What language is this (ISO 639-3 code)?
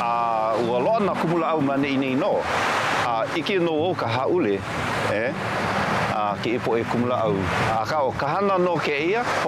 haw